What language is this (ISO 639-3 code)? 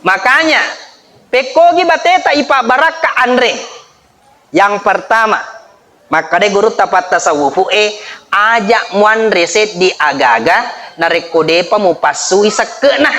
bug